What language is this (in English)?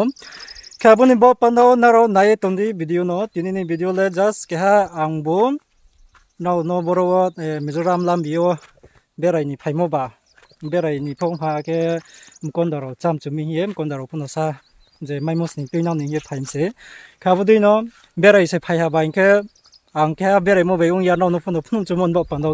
Riang (India)